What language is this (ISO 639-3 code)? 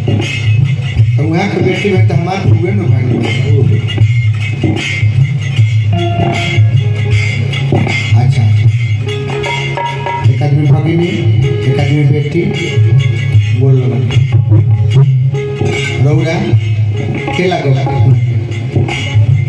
bho